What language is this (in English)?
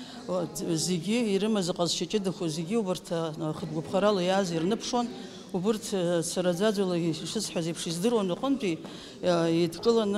Abkhazian